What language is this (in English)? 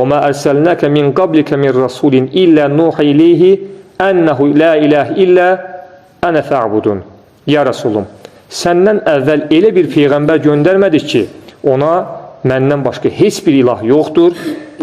Azerbaijani